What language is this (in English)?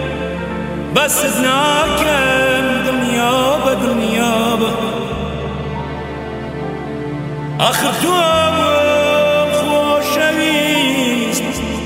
Central Kurdish